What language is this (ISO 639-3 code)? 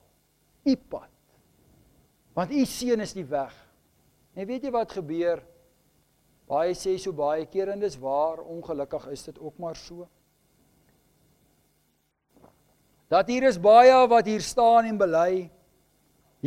afr